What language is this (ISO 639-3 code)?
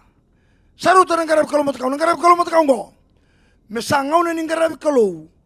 fij